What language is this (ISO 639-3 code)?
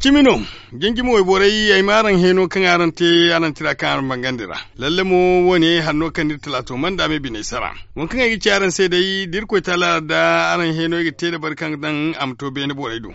dje